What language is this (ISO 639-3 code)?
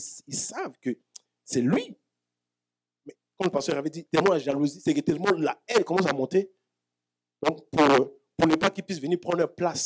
fra